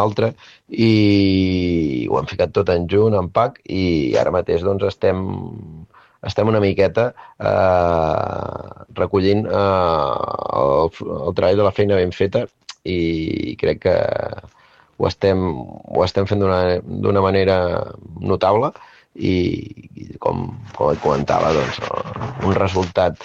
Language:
Catalan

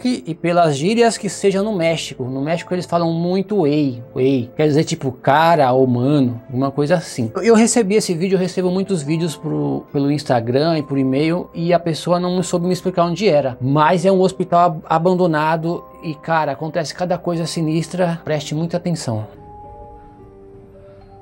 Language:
Portuguese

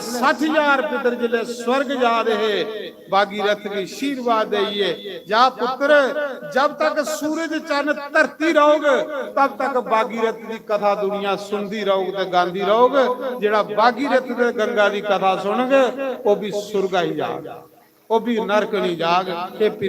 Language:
Dogri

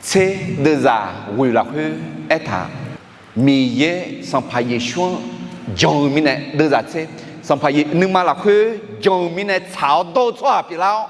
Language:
Akha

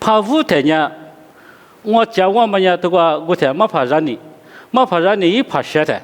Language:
Lisu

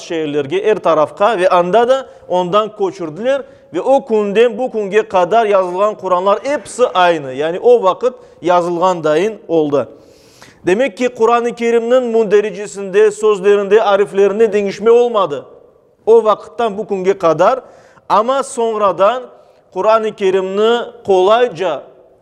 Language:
Crimean Tatar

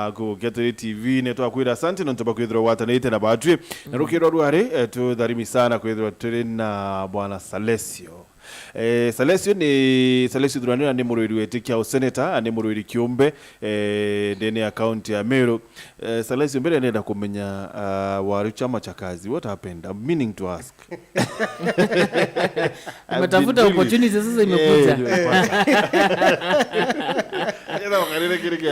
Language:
Meru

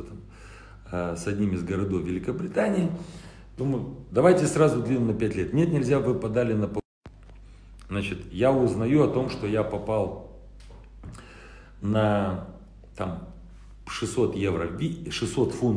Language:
Russian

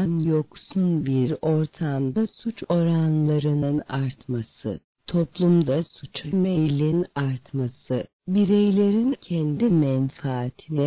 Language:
Turkish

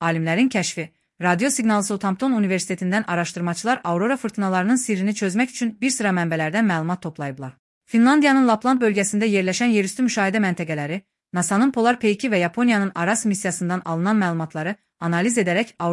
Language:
Azerbaijani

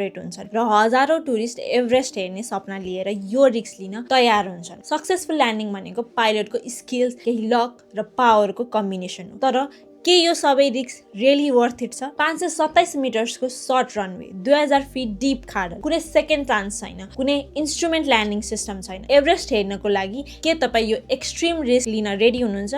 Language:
Nepali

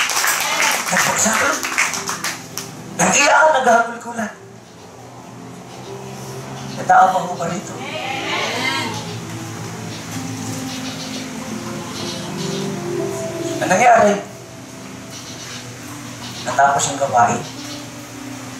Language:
Filipino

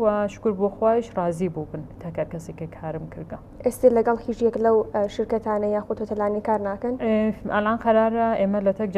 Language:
Central Kurdish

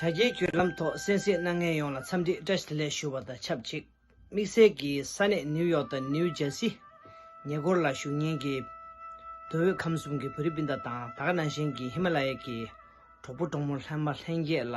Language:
Tibetan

